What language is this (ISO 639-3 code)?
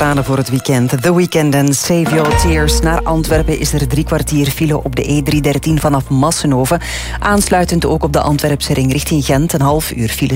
nld